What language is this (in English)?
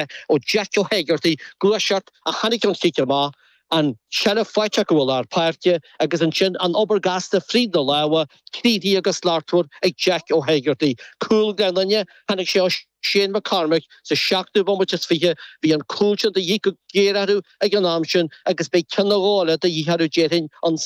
Irish